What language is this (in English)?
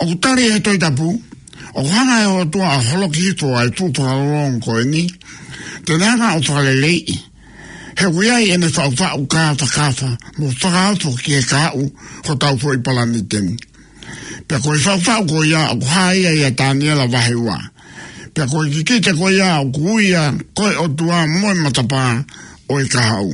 Tongan